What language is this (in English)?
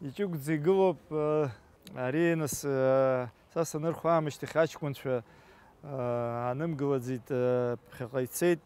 Abkhazian